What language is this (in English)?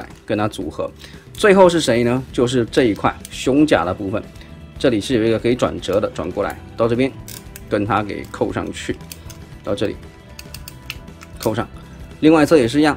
Chinese